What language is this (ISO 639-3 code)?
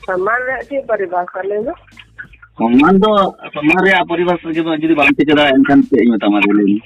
sat